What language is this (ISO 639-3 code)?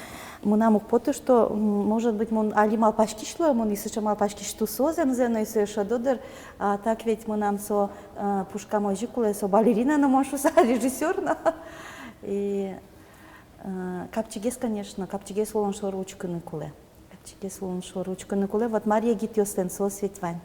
udm